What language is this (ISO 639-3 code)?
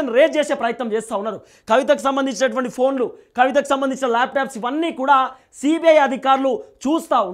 tel